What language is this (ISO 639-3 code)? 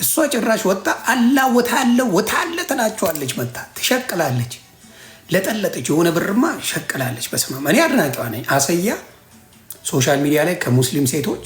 amh